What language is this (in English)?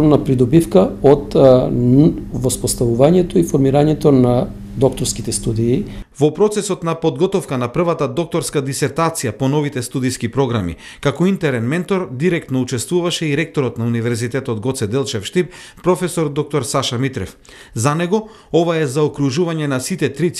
Macedonian